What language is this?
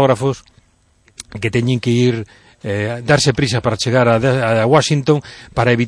Galician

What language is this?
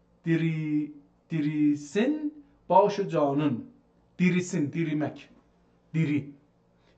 South Azerbaijani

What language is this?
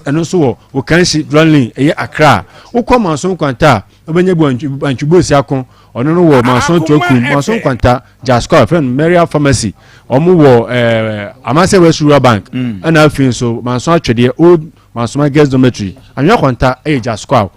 Akan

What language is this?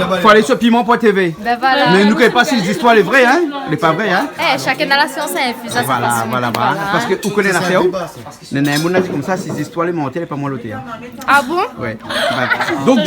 Réunion Creole French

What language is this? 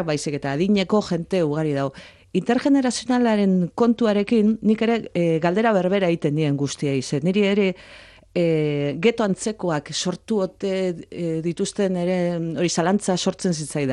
Basque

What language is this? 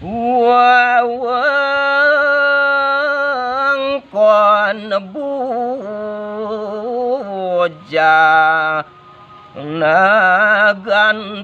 Balinese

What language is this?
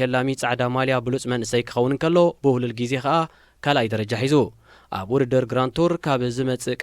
Tigrinya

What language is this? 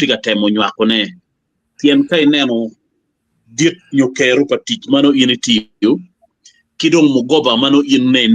Acoli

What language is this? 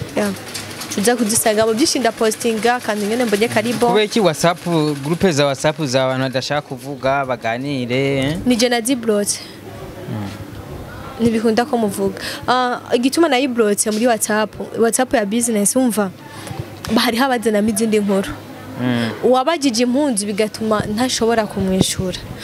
Rundi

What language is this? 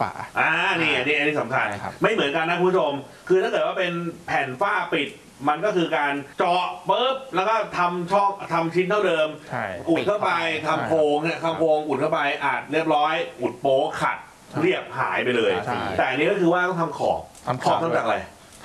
Thai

